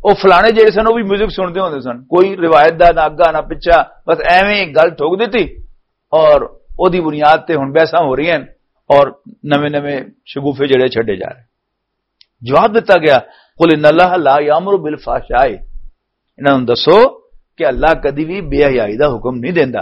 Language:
Western Panjabi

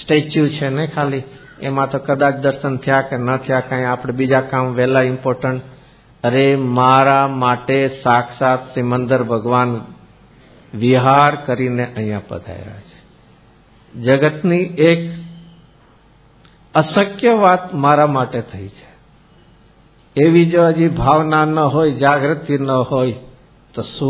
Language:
Gujarati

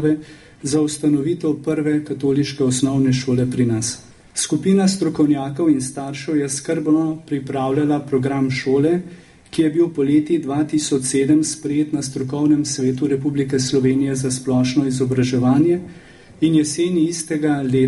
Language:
Slovenian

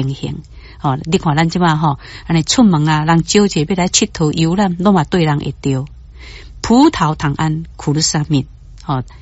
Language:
Min Nan Chinese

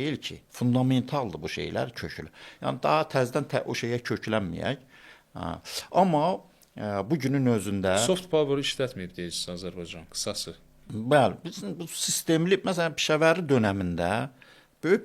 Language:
Azerbaijani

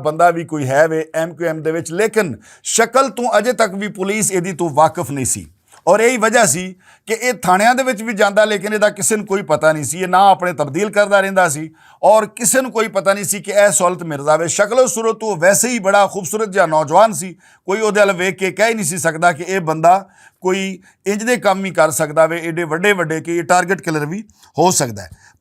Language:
Western Panjabi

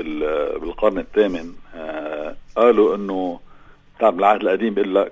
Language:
North Levantine Arabic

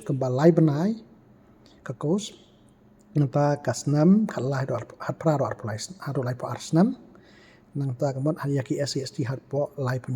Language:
Khasi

